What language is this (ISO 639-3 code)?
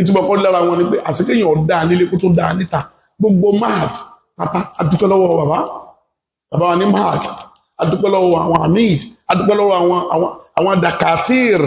yor